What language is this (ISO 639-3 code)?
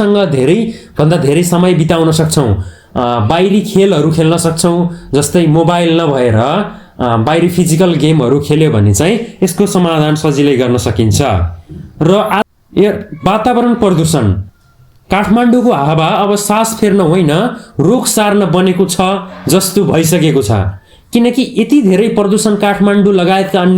nep